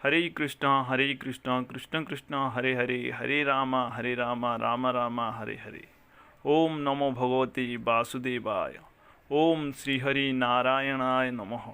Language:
Odia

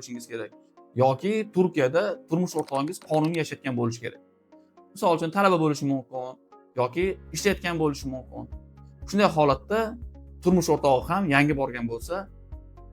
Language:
Uzbek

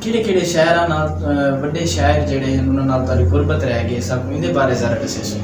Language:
Saraiki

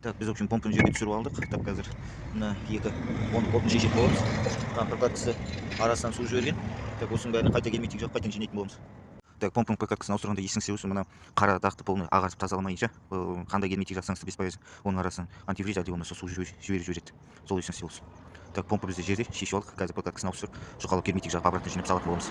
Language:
Kazakh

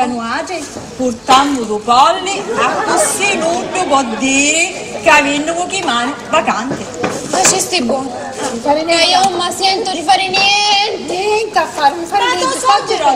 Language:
Sicilian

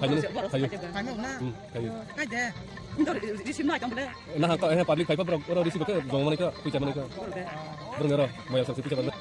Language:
Kok Borok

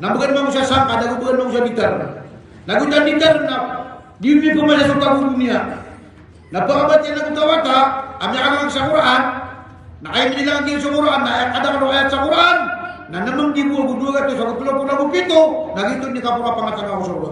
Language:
Maranao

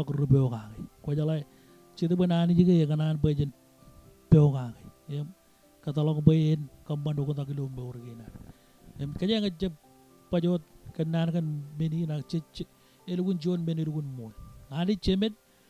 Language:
Marshallese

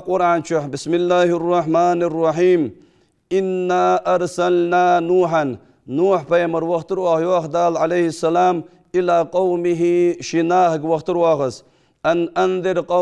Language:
Ingush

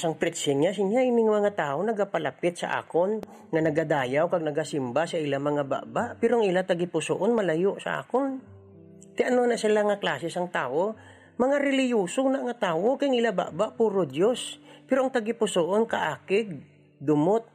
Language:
Hiligaynon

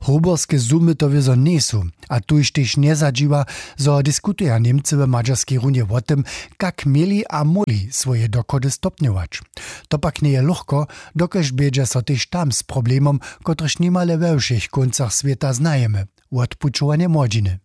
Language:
Upper Sorbian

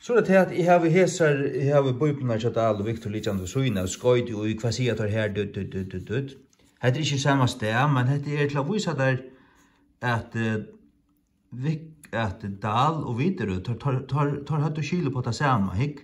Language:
Faroese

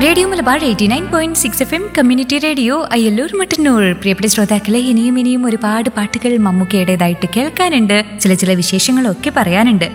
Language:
Malayalam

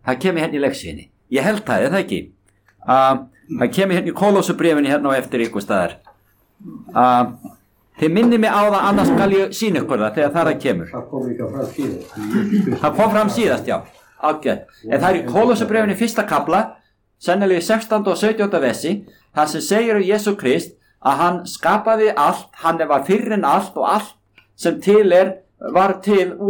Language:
Icelandic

